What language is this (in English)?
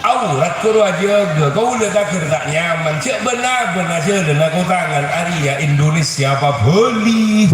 Madurese